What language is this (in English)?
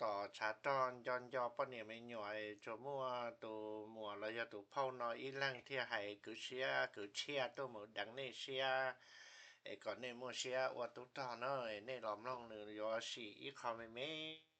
Hmong